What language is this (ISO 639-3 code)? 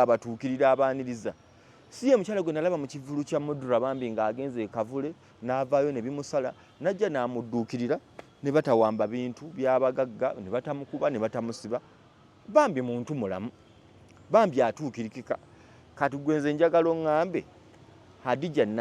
lug